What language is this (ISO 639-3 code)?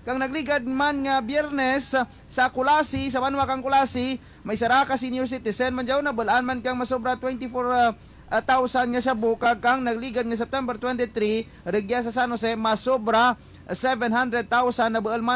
hil